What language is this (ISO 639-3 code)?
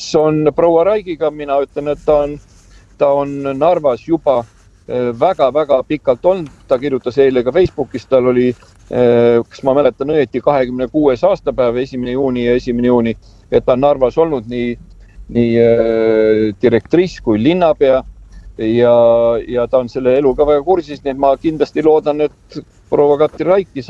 est